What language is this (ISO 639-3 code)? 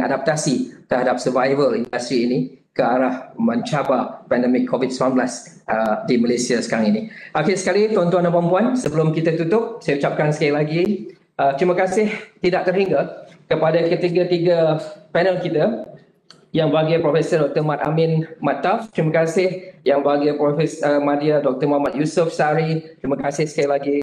msa